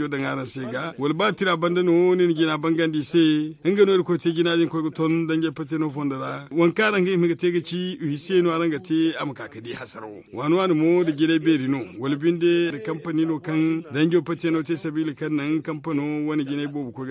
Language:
Zarma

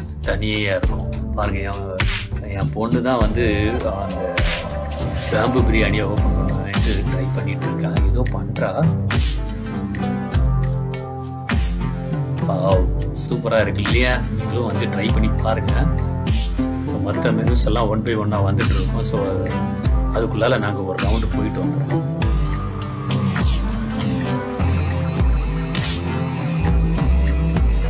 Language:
Tamil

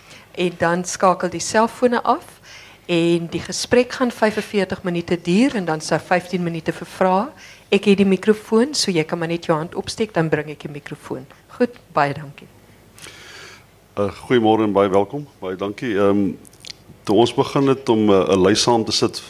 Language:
Afrikaans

